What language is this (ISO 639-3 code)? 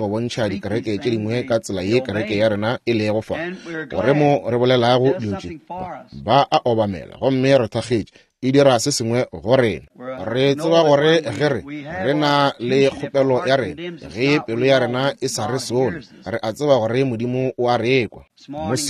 nso